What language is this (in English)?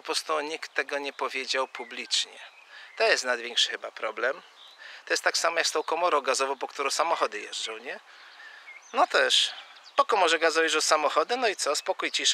Polish